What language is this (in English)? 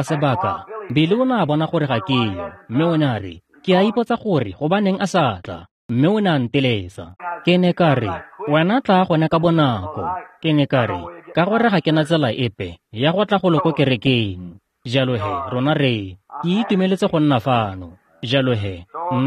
Tswana